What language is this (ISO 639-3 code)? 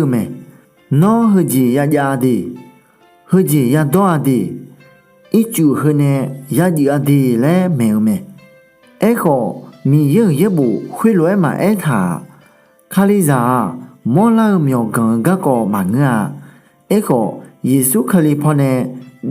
ahk